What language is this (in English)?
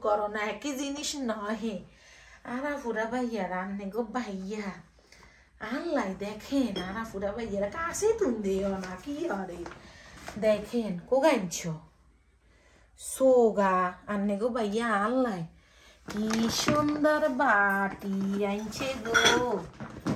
Bangla